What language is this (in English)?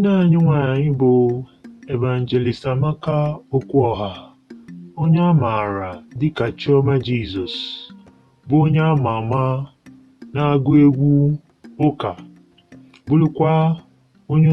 Igbo